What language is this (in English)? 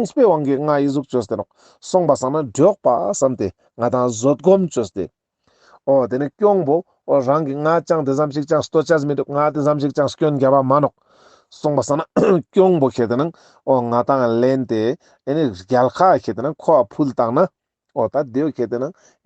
Ladakhi